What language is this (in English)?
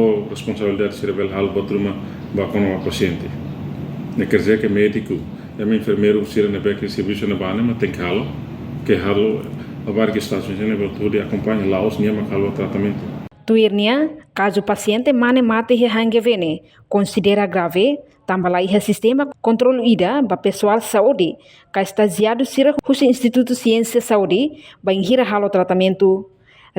Tetum